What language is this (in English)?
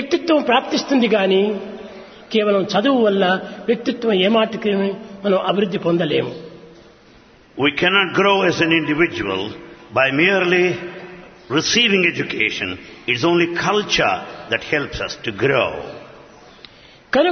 Telugu